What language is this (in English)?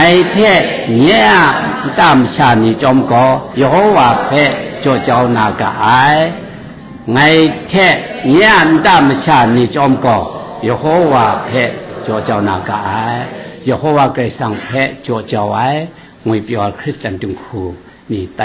Kachin